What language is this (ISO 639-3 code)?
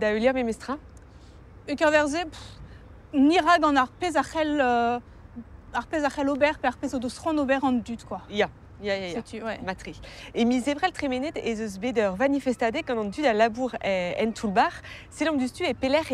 bre